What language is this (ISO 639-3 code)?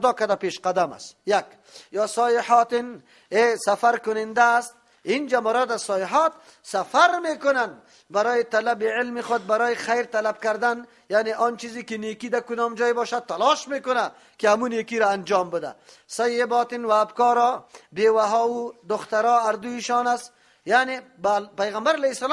fas